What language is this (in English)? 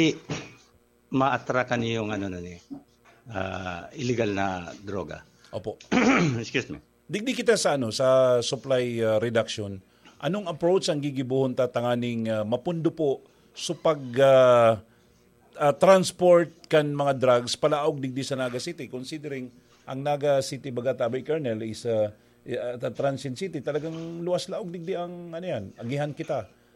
Bikol